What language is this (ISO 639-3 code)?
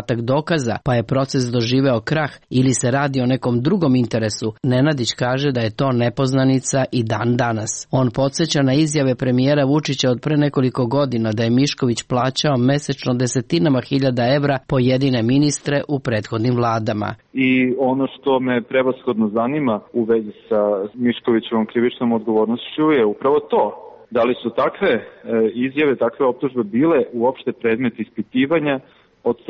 srp